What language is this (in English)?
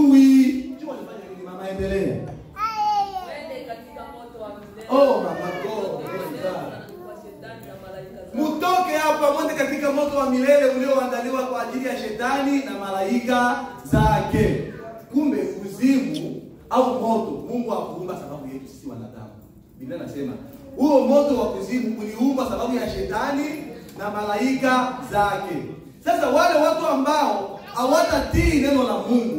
Swahili